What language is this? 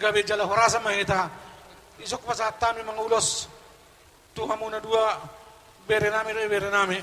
Batak Toba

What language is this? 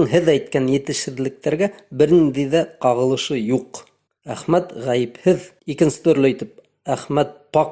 Bashkir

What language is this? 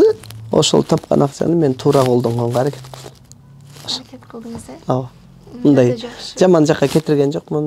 Kyrgyz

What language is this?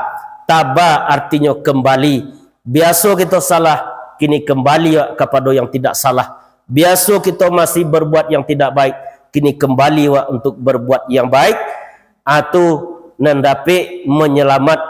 Minangkabau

